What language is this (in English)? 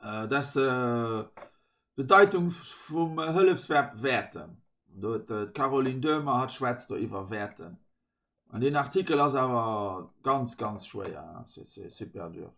Luxembourgish